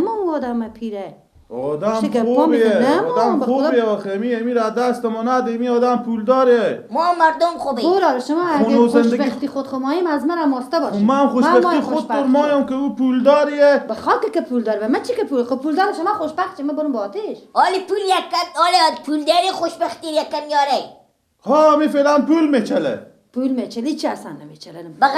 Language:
Persian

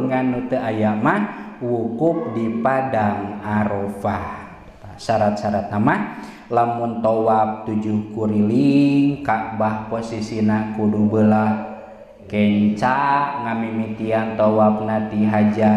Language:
Sundanese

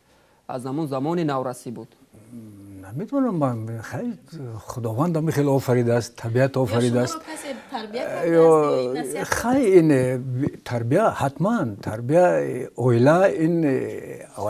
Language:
Tajik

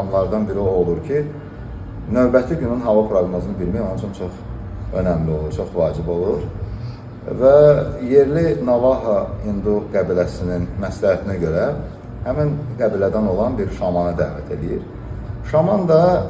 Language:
Azerbaijani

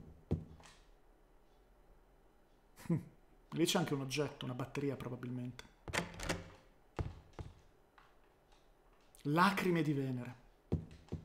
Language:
Italian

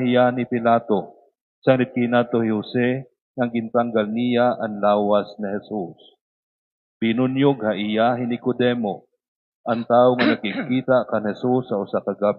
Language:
Waray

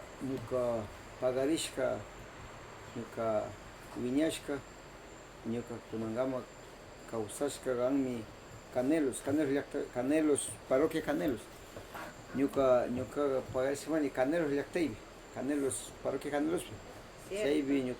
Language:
Northern Pastaza Quichua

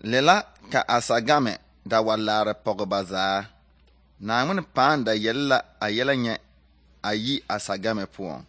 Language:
Southern Dagaare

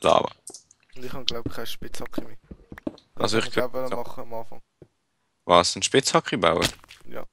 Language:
Swiss German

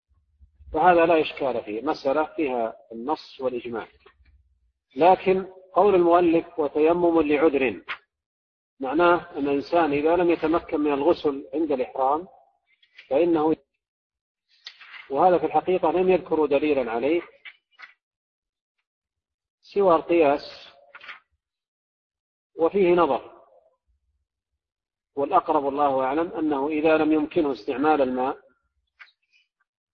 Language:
Arabic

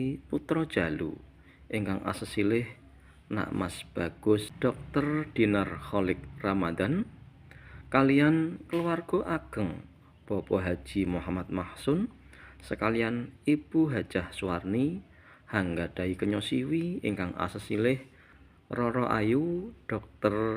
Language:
Javanese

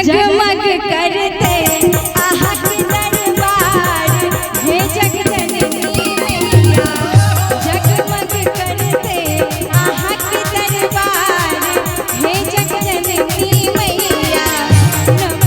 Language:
Maithili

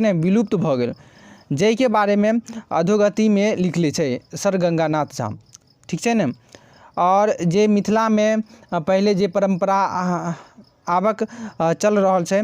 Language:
Maithili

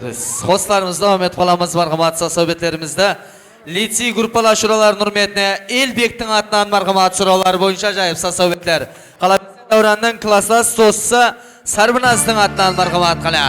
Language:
Kara-Kalpak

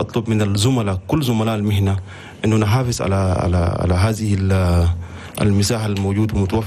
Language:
Chadian Arabic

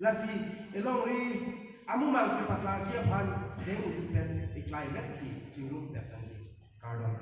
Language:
Karbi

